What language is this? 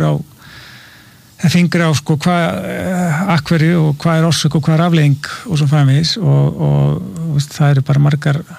Icelandic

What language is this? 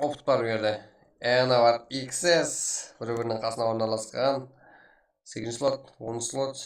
Kara-Kalpak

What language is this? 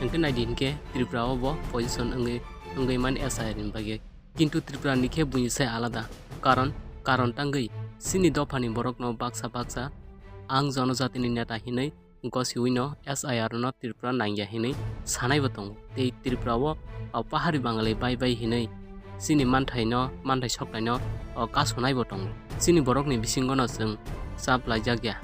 Kok Borok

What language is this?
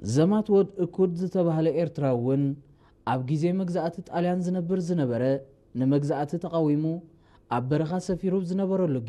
Tigrinya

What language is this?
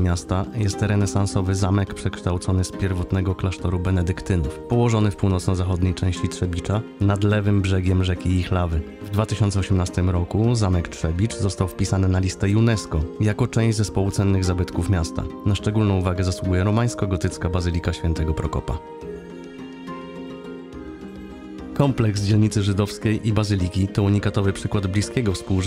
Polish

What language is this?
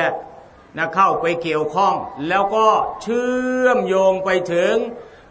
Thai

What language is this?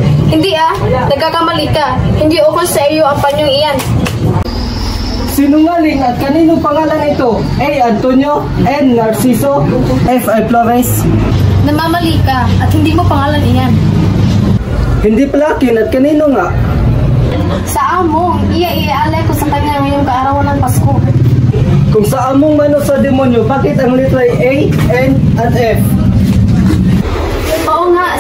Filipino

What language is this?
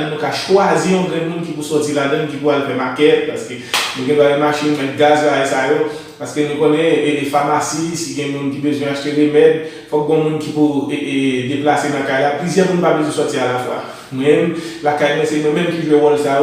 Haitian Creole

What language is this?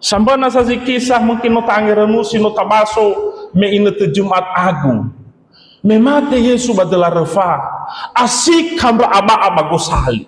Nias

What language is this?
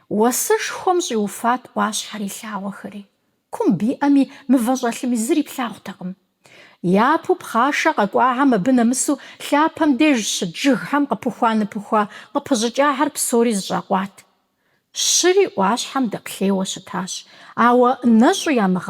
Kabardian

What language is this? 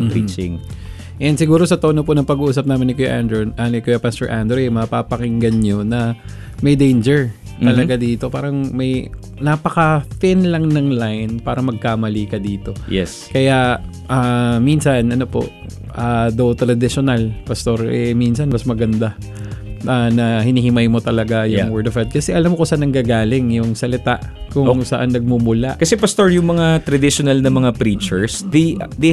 Filipino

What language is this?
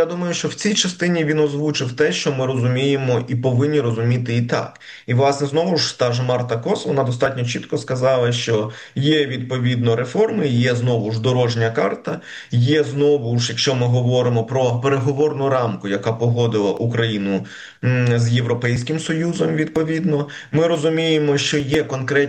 Ukrainian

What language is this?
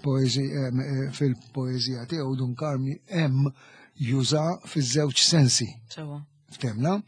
Maltese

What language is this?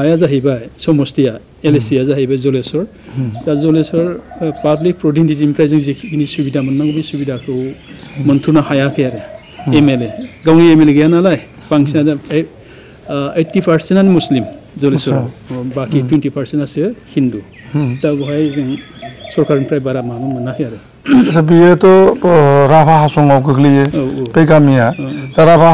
Bodo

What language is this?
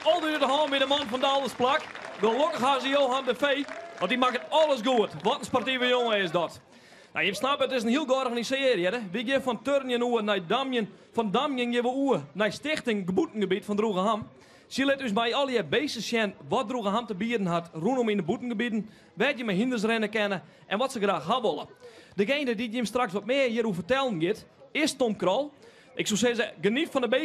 Western Frisian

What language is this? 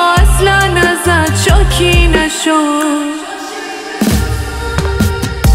Persian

